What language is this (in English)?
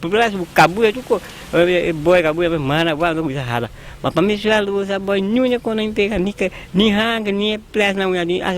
Papiamento